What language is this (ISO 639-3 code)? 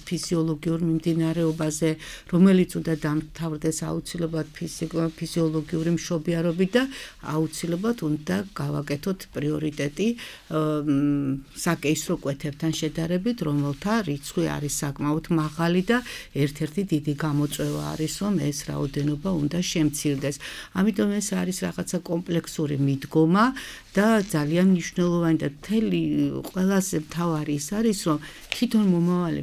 kat